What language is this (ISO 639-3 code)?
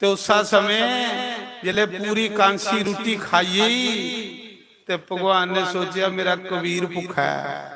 doi